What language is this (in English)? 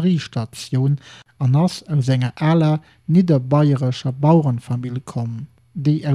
Luxembourgish